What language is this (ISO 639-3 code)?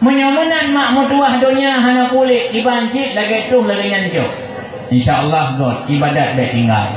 ace